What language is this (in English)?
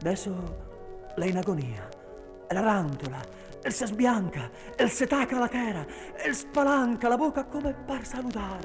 Venetian